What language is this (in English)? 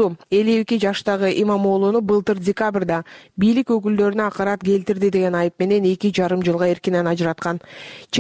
Kyrgyz